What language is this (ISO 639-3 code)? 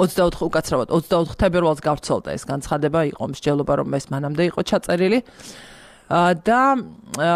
kat